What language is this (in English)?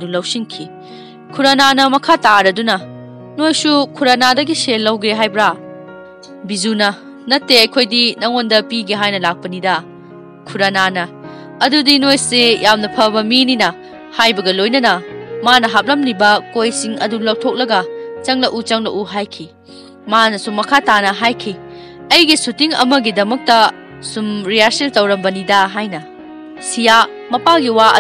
Manipuri